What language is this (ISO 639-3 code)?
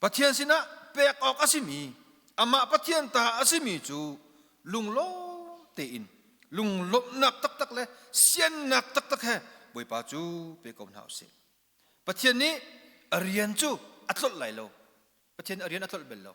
cnh